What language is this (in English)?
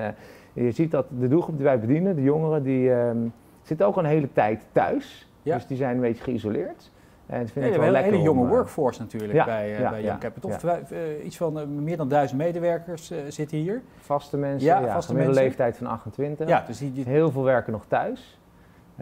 Dutch